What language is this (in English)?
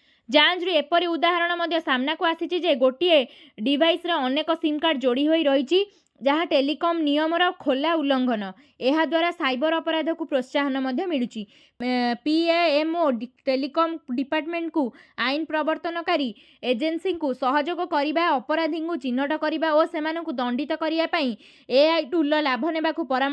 Odia